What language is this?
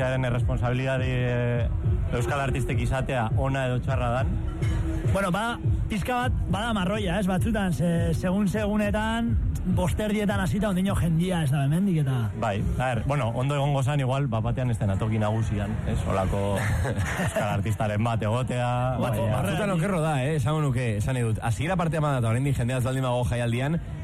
Basque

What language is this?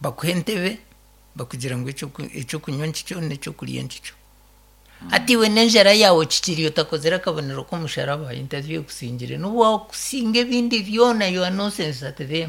Nyankole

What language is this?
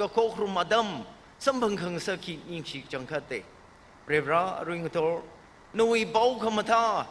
Tangkhul Naga (India)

